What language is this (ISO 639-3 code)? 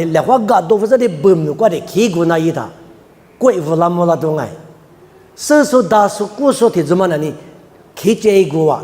lis